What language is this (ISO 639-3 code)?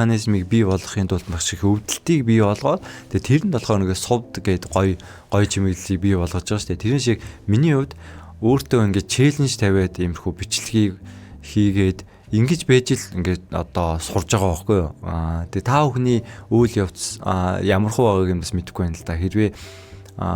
mon